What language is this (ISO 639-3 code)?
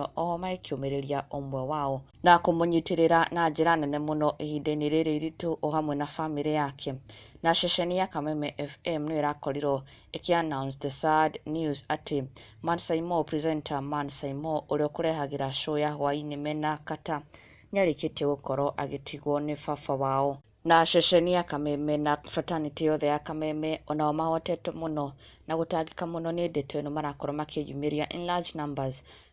kik